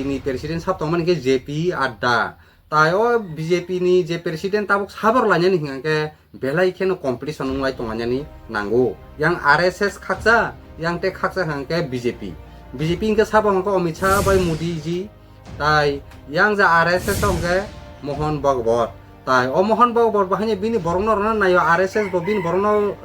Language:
Kok Borok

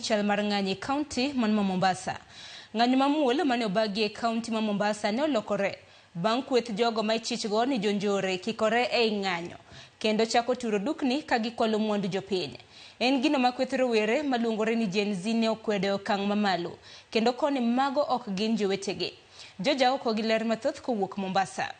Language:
Luo (Kenya and Tanzania)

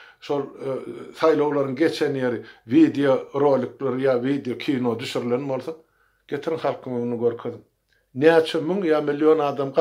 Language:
Turkmen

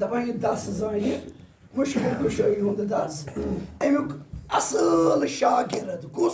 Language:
Kashmiri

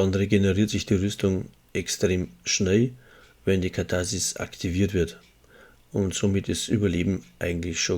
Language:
Bavarian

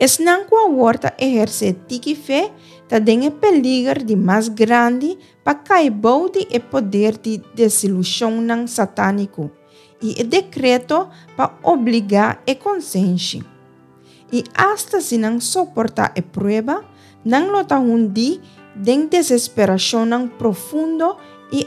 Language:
Papiamento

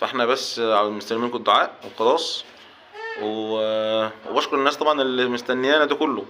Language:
Egyptian Arabic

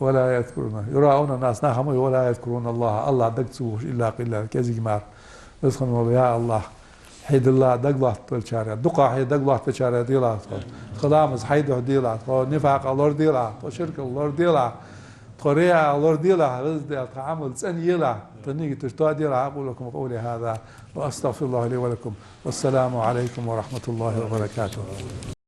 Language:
Ingush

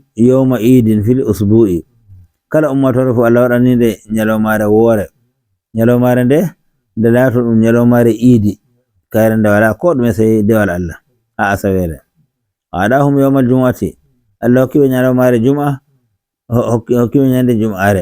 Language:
Nigerian Fulfulde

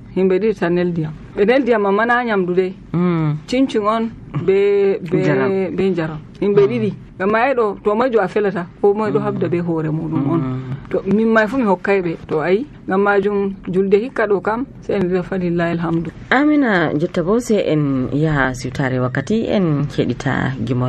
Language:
Nigerian Fulfulde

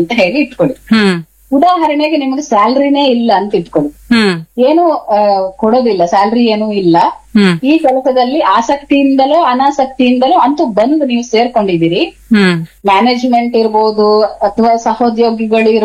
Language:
Kannada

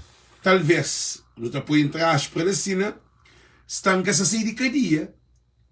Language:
Kabuverdianu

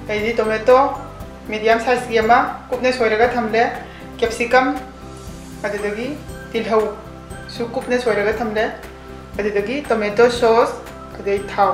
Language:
Manipuri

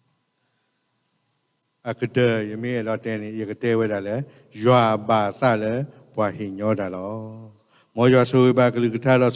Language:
S'gaw Karen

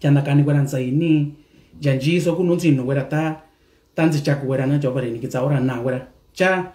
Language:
Mixtepec Mixtec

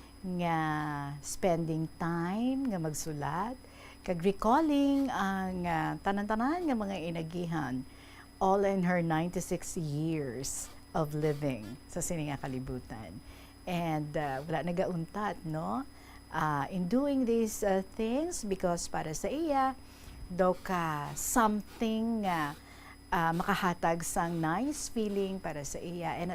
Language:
Hiligaynon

